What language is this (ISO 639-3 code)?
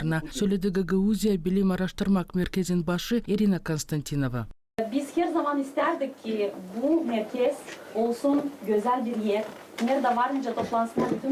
gag